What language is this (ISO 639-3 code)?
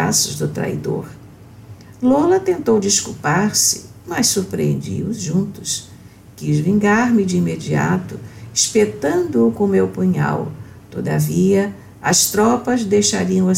por